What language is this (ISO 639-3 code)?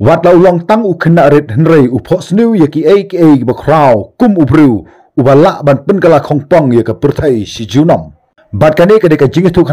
kha